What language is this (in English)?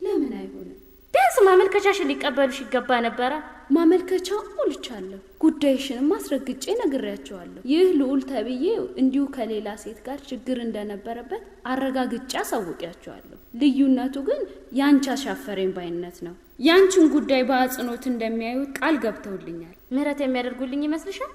Amharic